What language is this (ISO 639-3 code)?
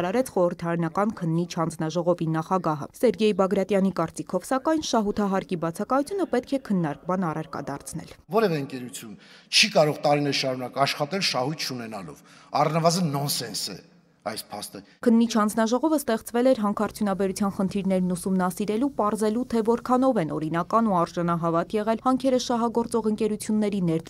hye